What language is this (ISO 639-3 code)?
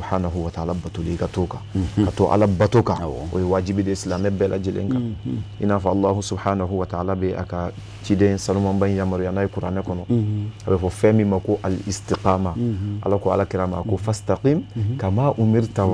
bam